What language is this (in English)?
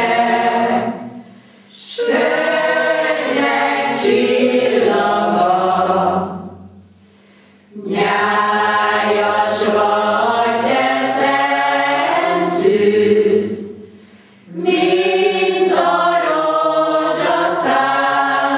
Hungarian